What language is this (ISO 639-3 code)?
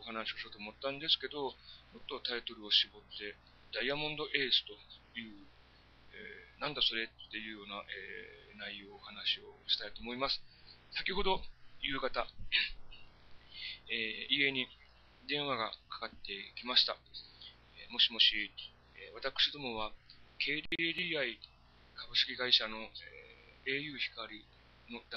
jpn